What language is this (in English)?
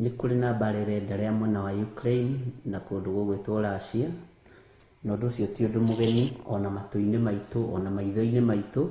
Kikuyu